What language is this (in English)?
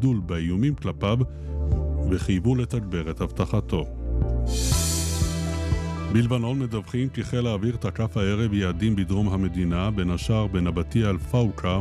Hebrew